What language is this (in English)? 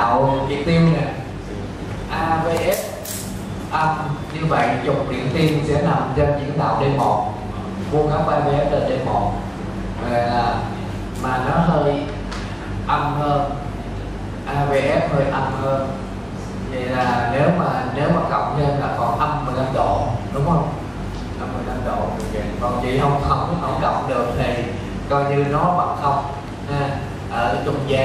Vietnamese